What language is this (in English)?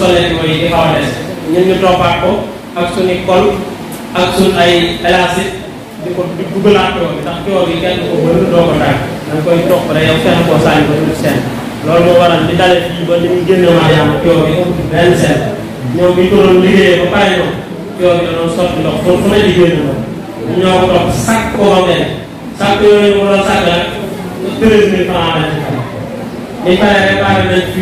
Wolof